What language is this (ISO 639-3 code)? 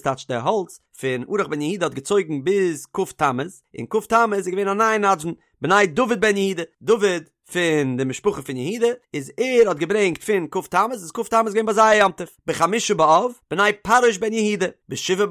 yid